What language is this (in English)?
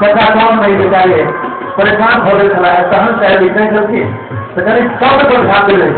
Maithili